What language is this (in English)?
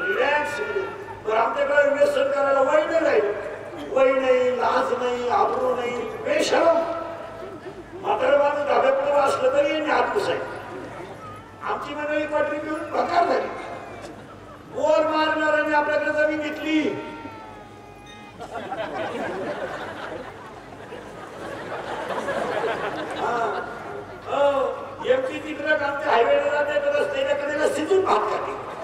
Marathi